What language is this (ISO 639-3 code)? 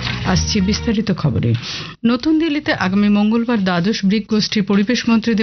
ben